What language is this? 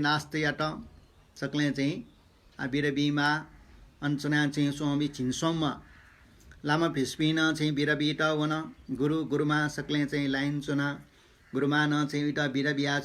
Newari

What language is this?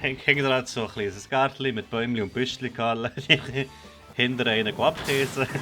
Swiss German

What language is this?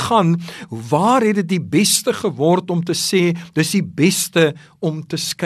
Afrikaans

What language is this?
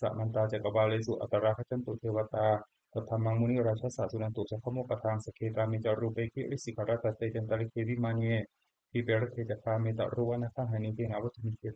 Pali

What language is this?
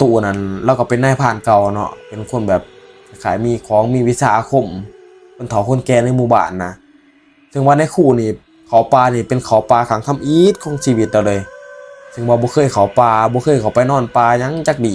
Northeastern Thai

